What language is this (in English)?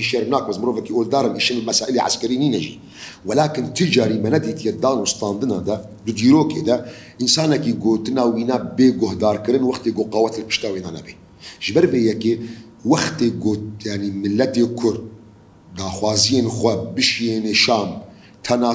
Kurdish